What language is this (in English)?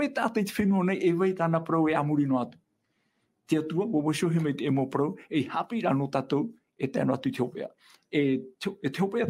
Tahitian